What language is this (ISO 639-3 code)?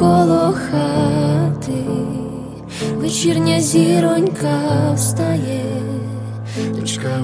ukr